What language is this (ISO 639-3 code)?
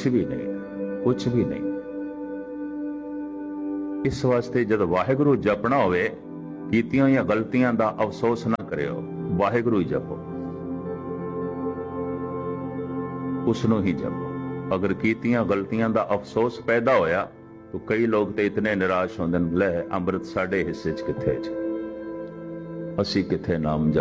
pan